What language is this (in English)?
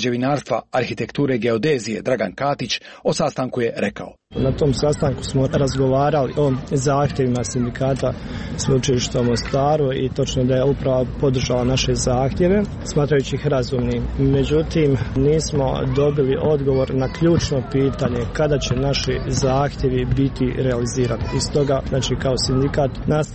Croatian